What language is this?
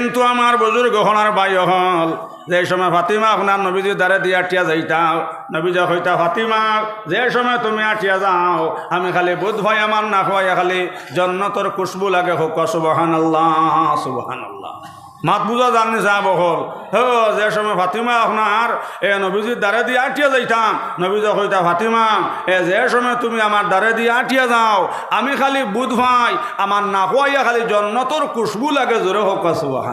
Sylheti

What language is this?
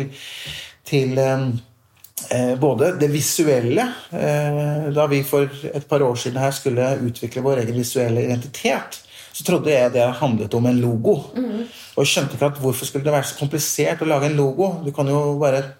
Norwegian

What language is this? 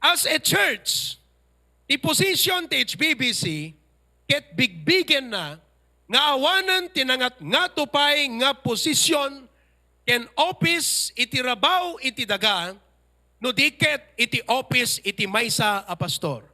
Iloko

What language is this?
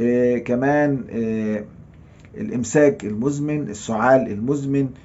Egyptian Arabic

